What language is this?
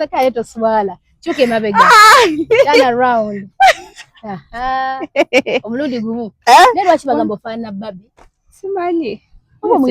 Ganda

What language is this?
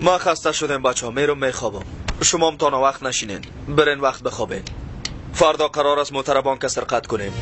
Persian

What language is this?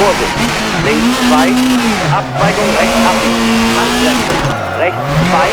Bavarian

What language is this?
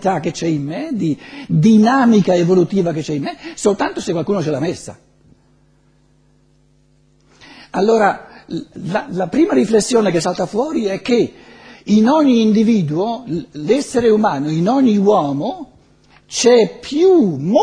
Italian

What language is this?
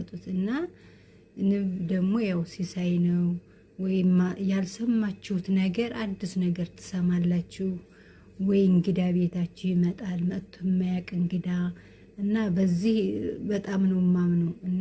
Amharic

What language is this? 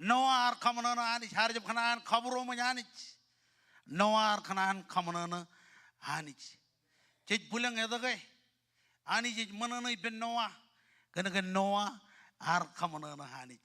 Marshallese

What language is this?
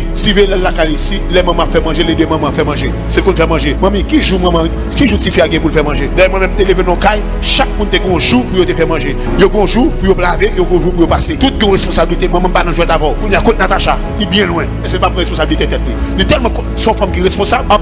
Haitian Creole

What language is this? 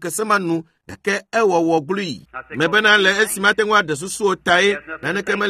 Ewe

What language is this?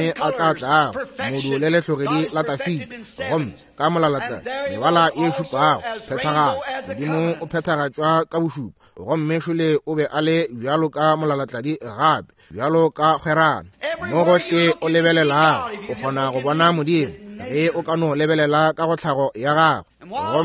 Northern Sotho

